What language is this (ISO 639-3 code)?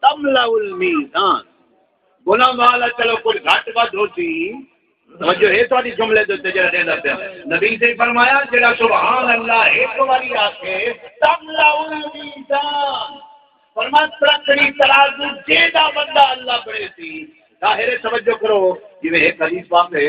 skr